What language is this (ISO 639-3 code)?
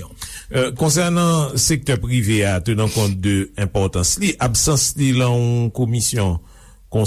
hat